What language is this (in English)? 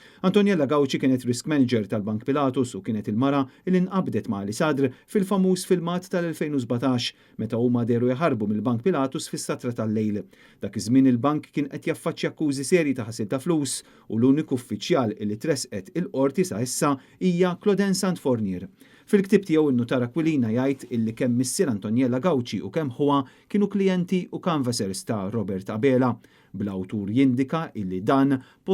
Maltese